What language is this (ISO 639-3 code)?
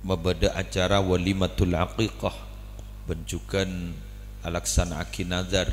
mad